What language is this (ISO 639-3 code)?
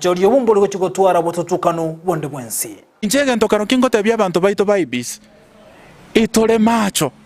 guz